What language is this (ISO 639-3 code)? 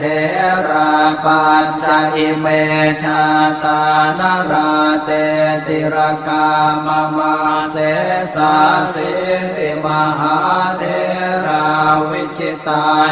pli